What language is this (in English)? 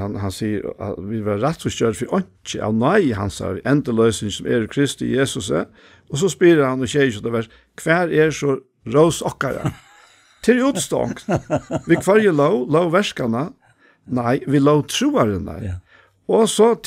Faroese